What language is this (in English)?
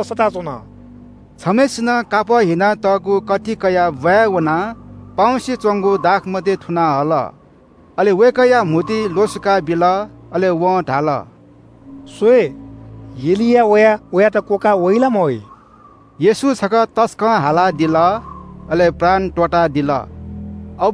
Newari